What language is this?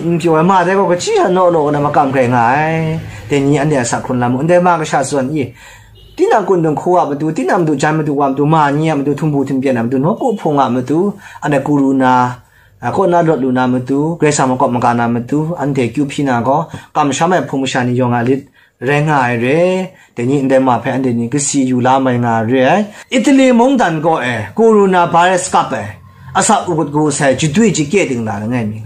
Kachin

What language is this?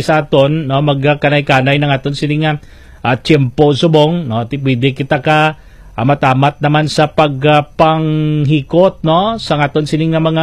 Hiligaynon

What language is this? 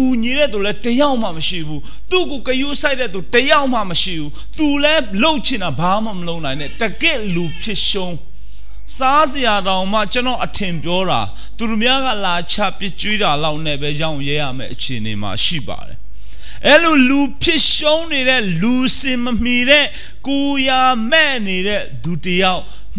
Burmese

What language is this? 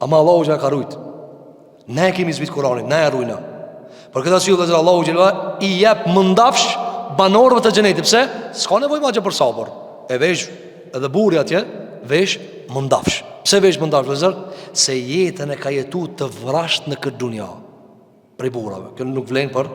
Albanian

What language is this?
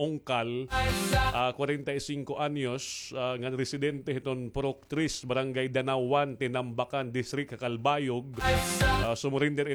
Waray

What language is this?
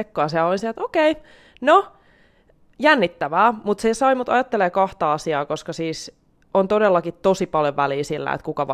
Finnish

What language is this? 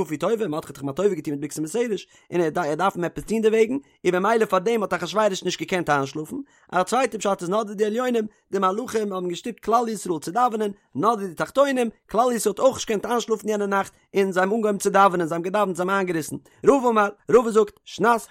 Yiddish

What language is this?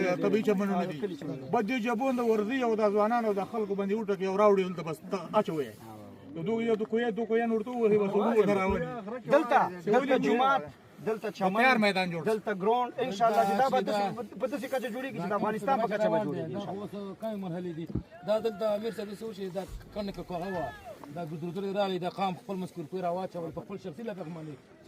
Pashto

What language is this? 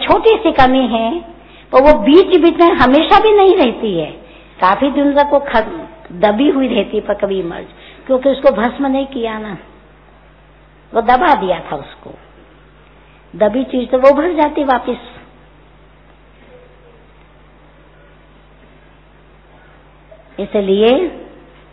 Hindi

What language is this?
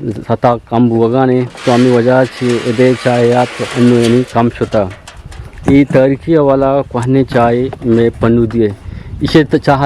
Eastern Balochi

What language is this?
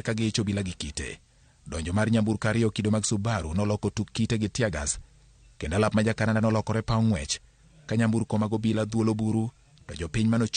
Luo (Kenya and Tanzania)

